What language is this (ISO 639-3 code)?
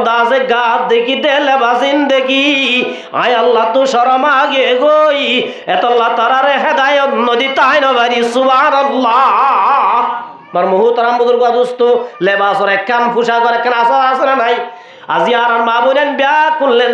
rhg